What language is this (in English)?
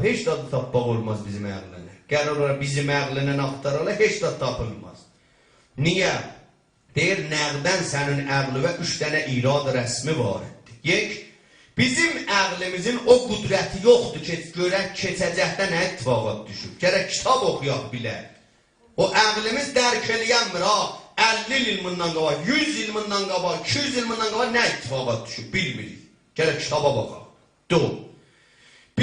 South Azerbaijani